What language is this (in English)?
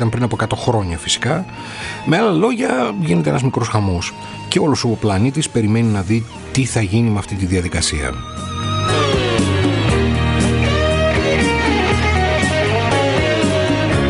Greek